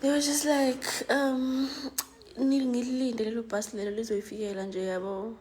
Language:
Zulu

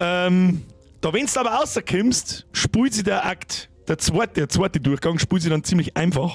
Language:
Bavarian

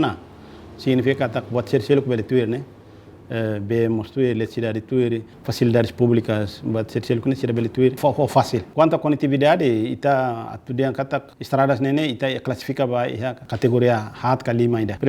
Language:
Tetum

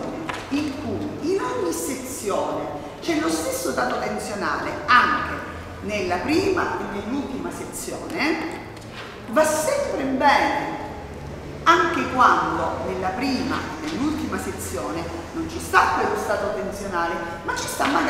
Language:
Italian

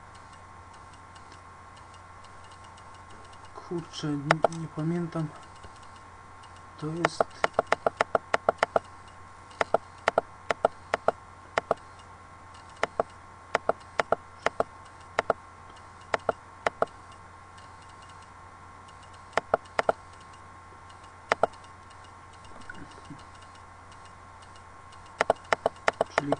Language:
Polish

